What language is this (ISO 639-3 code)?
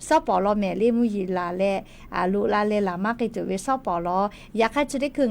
lhu